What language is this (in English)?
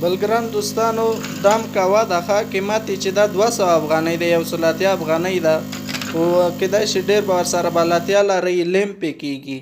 Pashto